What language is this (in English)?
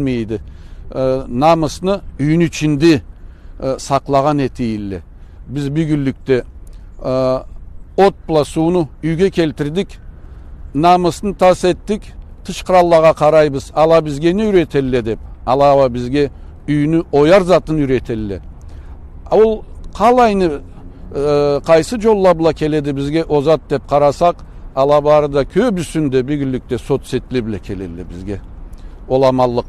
Karachay-Balkar